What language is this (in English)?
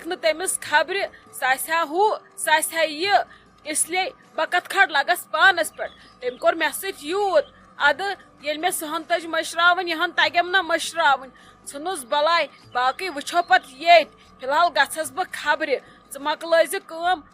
Kashmiri